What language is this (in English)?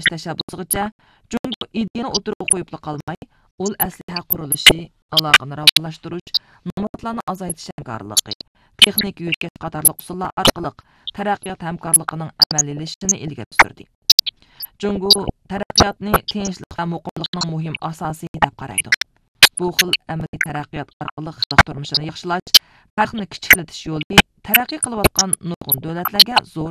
Uyghur